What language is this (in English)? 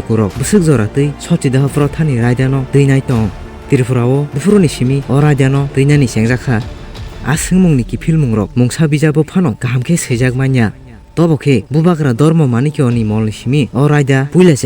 Kok Borok